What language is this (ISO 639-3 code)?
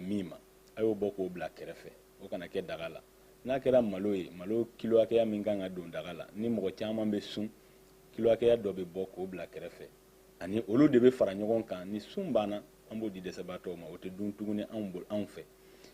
bam